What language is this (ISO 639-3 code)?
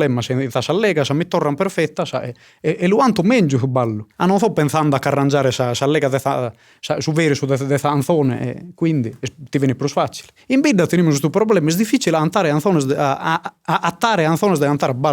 srd